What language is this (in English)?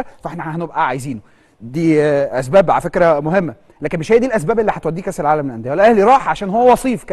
Egyptian Arabic